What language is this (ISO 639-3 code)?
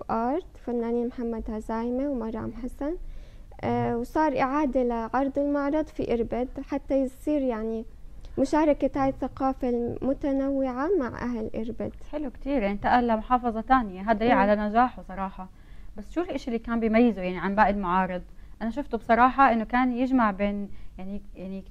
apc